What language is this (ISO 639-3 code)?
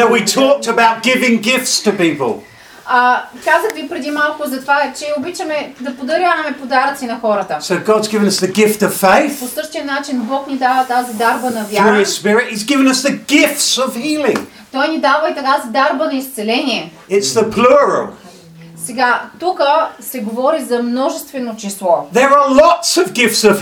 bul